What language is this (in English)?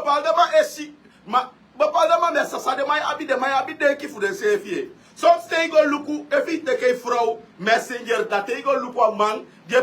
Sranan Tongo